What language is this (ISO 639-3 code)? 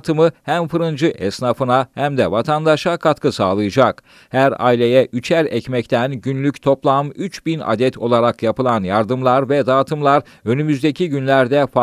tur